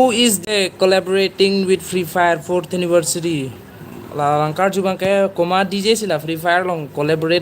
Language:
Karbi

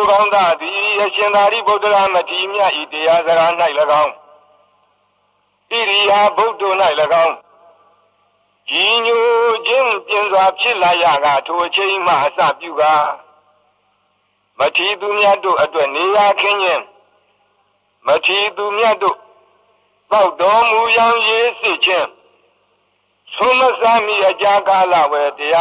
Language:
Burmese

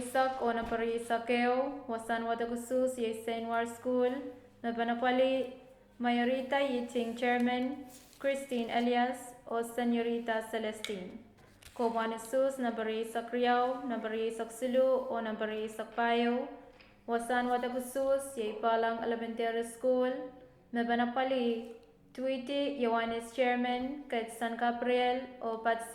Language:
Pohnpeian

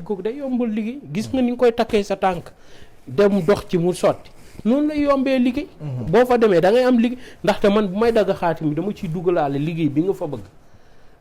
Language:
Wolof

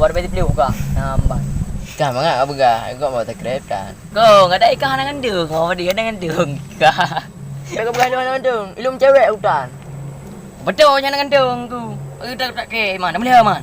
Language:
Achinese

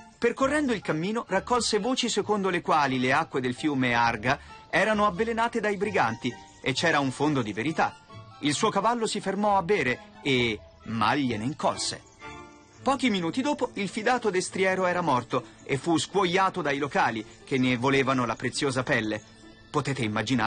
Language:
Italian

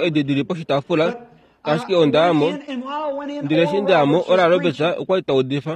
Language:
Kuanyama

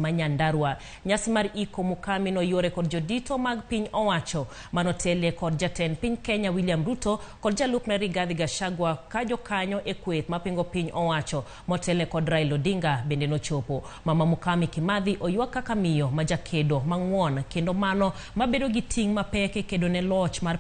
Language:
Luo (Kenya and Tanzania)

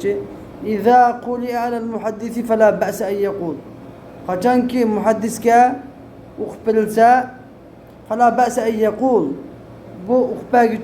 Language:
Uyghur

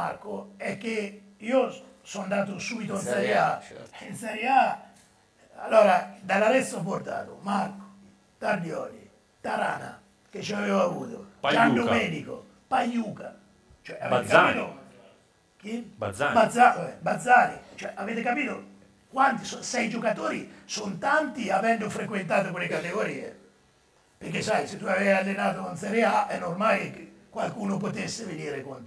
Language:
Italian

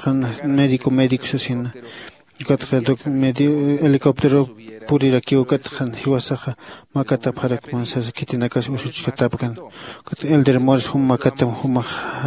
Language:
Aymara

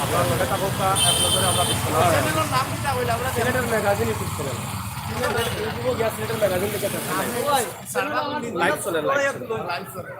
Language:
Sylheti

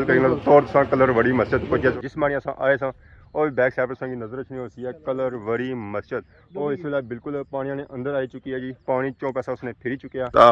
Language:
Pahari-Potwari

